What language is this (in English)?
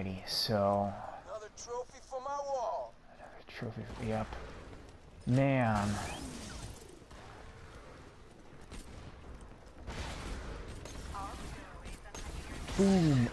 English